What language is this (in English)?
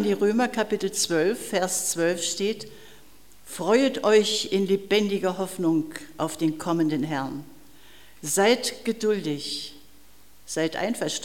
German